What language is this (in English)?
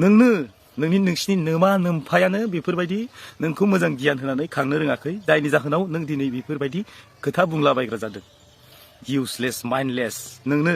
Bodo